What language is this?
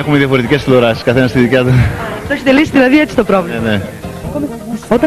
Greek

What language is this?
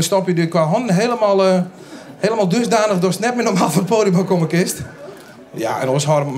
Western Frisian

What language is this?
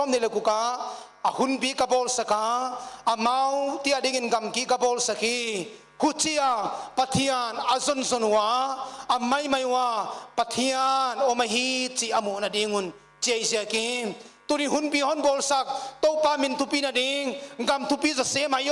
Paite Chin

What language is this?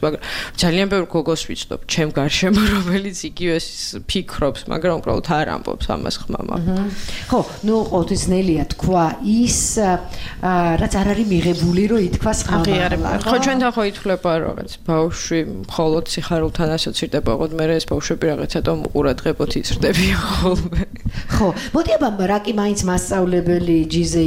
Georgian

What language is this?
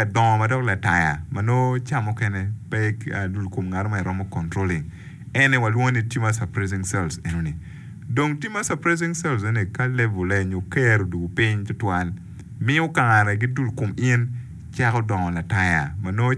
Acoli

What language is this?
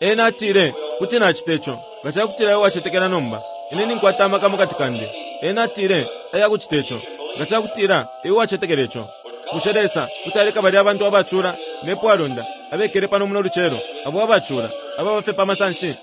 Bemba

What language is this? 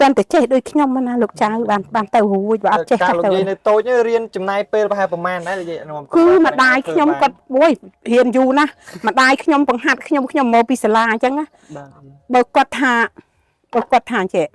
Khmer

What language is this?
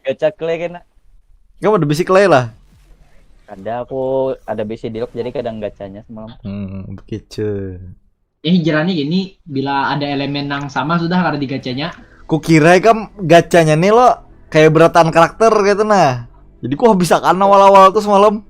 Banjar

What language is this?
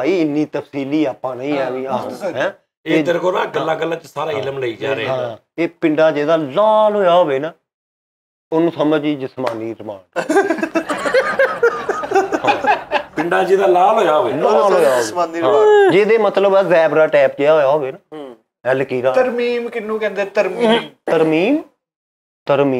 Punjabi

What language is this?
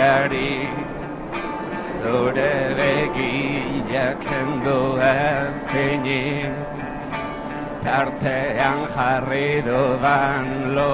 Basque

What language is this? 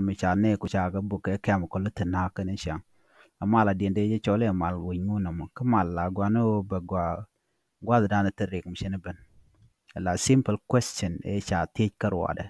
Nuer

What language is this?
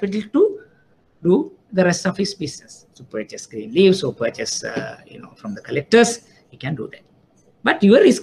English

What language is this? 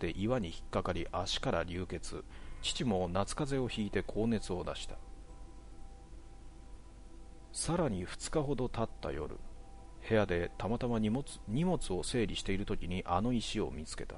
Japanese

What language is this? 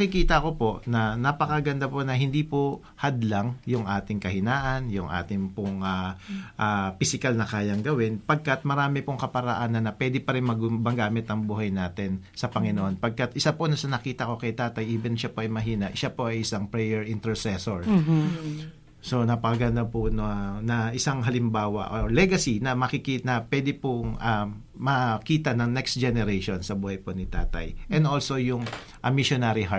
Filipino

